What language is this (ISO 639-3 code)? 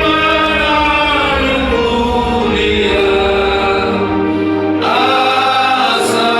bbc